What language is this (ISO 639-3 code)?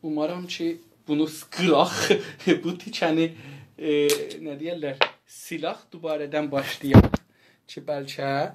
azb